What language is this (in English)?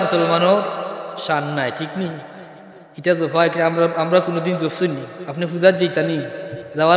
Sylheti